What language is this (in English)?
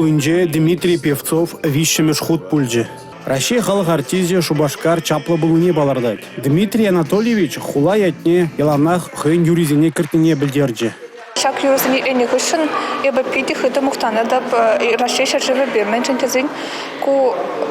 Chuvash